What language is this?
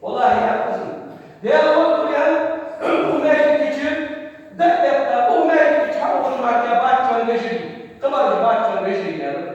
Ingush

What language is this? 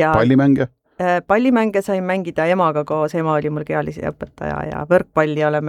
Estonian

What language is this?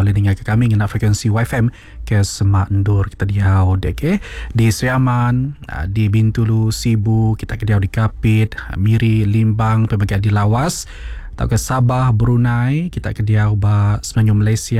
Iban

